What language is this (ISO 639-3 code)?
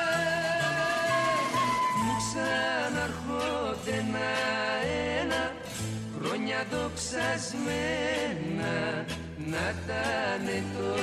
ell